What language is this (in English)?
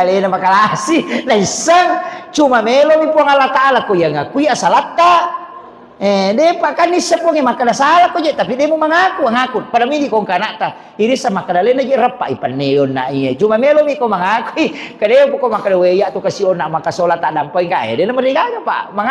Buginese